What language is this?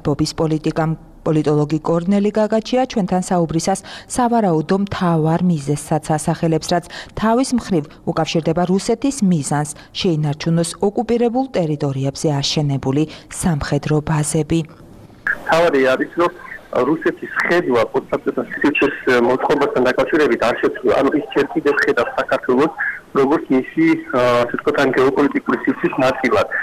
Georgian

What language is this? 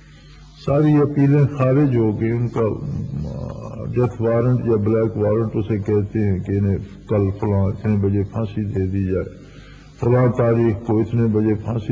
Urdu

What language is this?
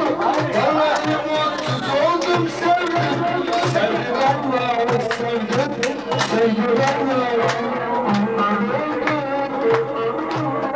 Turkish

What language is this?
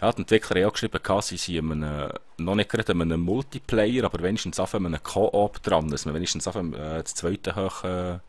Swiss German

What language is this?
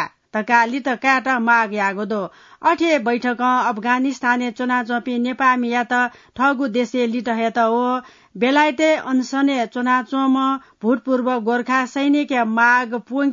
Newari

